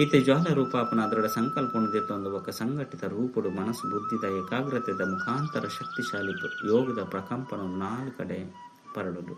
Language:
Tulu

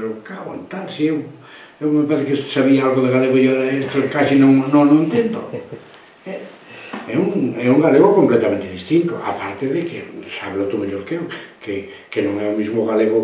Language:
Galician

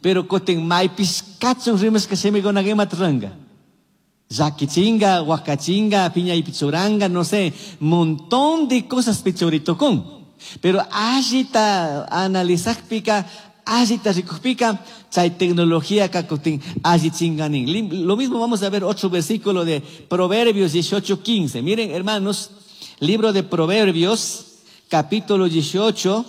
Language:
Chimborazo Highland Quichua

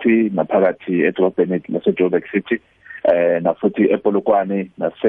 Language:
South Ndebele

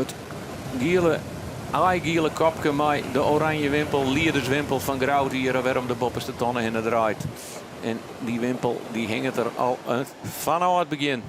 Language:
Western Frisian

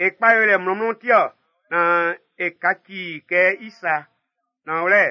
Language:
Baoulé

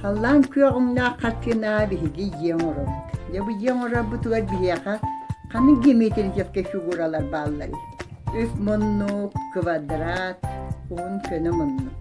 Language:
Yakut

